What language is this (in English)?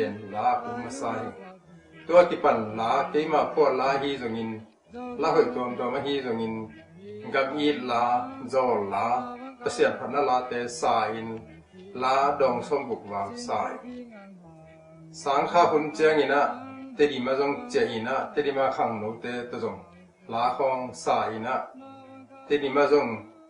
Tedim Chin